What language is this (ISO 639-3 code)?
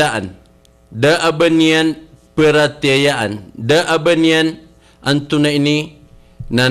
mrw